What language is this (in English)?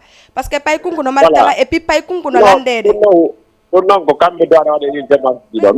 Fula